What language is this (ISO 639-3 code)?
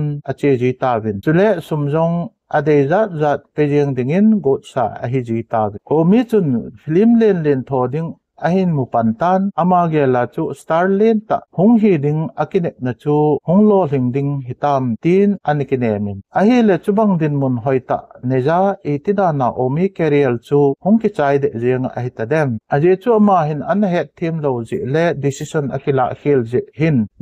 tcz